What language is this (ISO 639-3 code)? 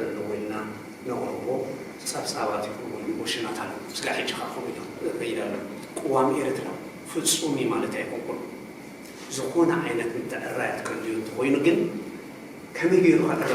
tir